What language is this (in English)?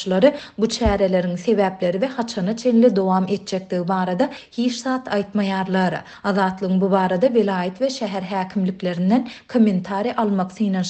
Turkmen